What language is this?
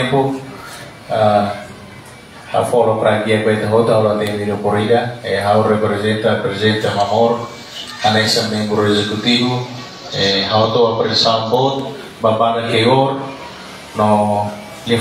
Tetum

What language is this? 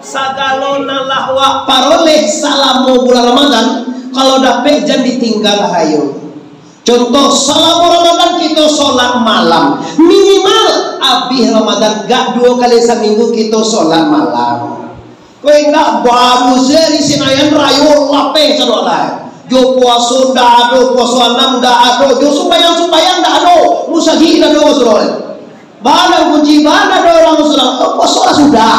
Minangkabau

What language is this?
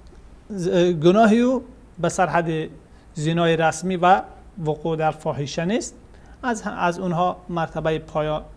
Persian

